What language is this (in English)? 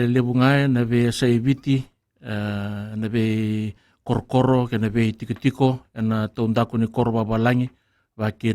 Fijian